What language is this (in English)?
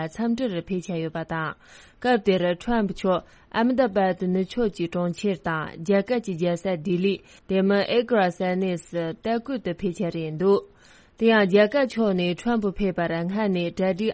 Tibetan